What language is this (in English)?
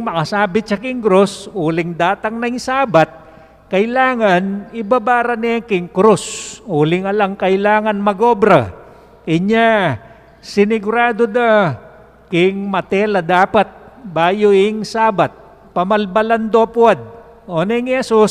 Pampanga